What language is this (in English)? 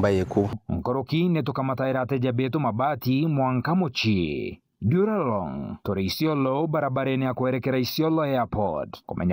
Meru